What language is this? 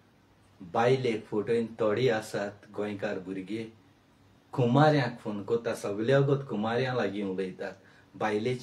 Konkani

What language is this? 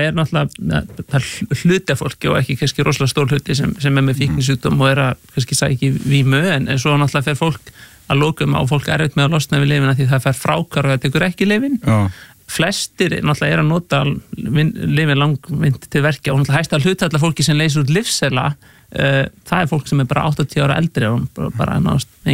Icelandic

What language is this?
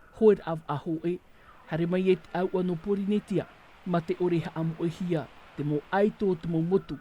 Tahitian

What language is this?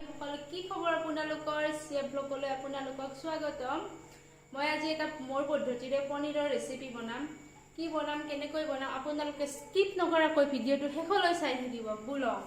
Assamese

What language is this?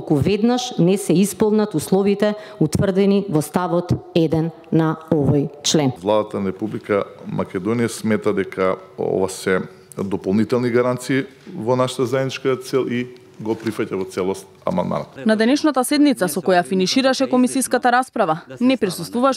Macedonian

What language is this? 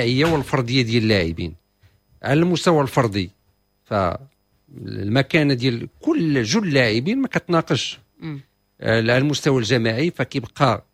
Moroccan Arabic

